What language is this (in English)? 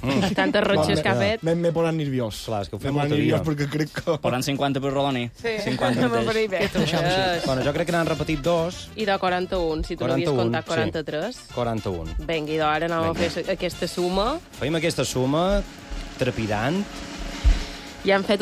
Catalan